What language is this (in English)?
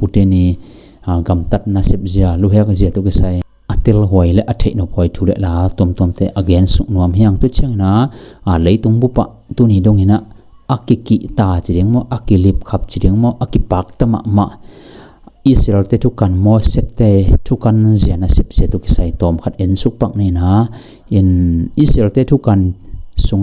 Tedim Chin